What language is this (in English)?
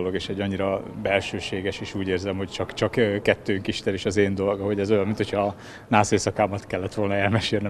Hungarian